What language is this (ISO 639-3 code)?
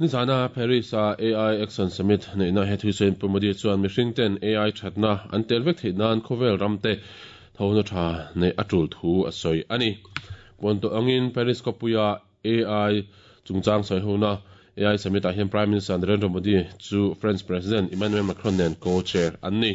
lus